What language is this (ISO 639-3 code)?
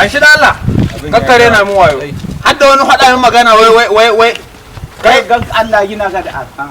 hau